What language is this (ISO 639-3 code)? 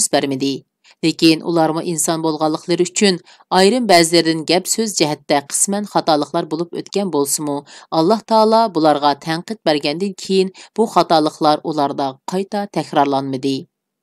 uig